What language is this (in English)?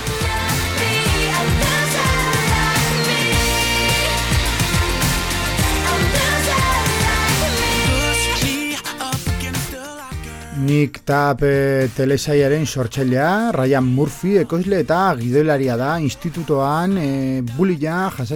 Basque